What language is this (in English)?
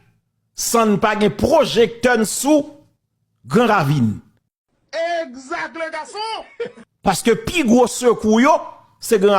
Haitian Creole